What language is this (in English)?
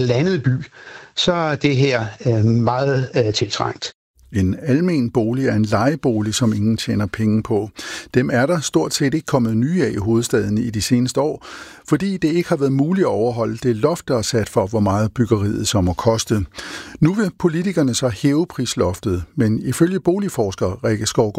Danish